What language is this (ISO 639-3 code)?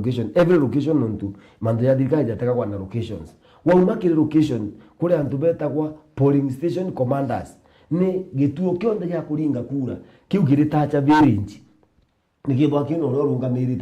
mer